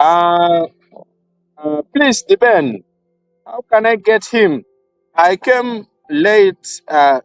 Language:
Acoli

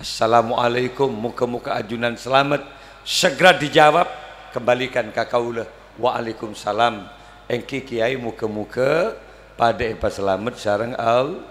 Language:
Madurese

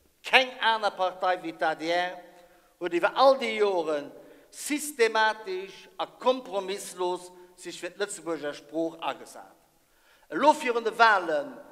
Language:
Luxembourgish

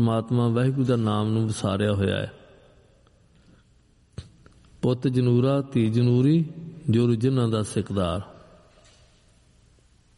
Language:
Punjabi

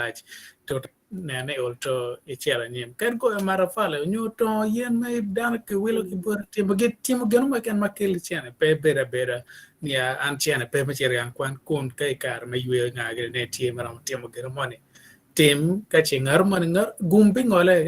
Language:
Acoli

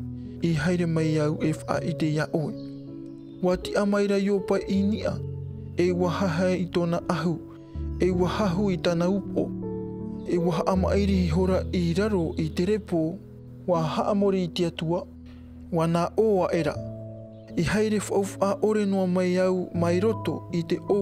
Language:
Tahitian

